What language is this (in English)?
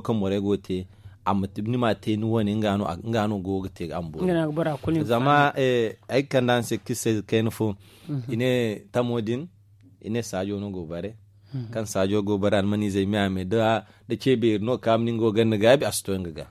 Zarma